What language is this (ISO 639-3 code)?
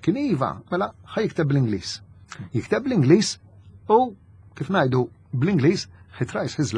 mlt